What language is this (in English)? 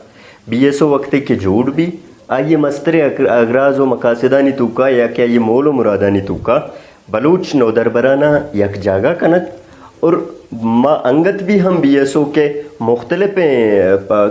Brahui